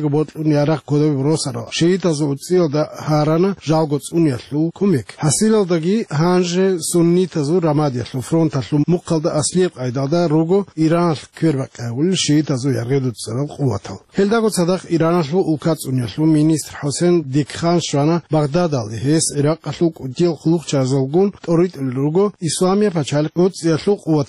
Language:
Avaric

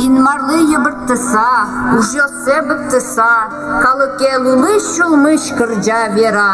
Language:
Udmurt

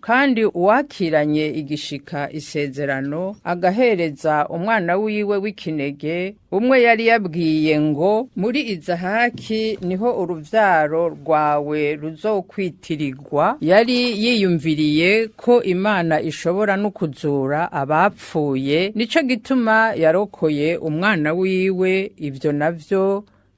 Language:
Rundi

